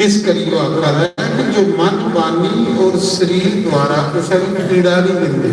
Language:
Dogri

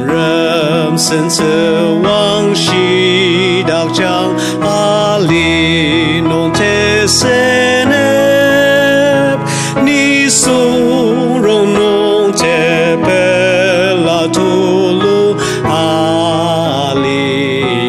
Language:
Ao Naga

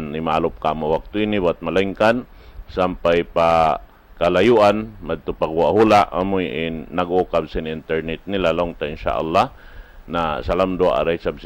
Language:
Tausug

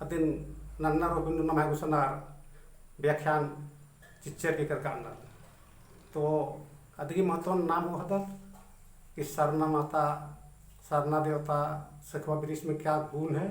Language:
Kurukh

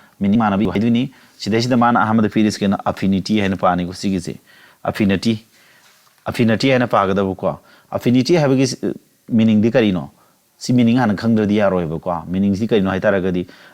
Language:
Manipuri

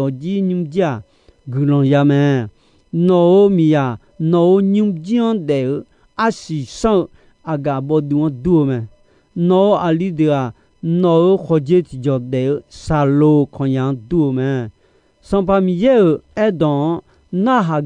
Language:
Akha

